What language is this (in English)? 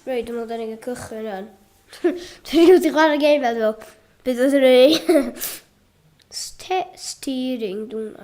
Welsh